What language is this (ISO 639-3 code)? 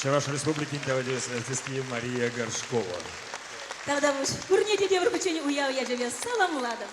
chv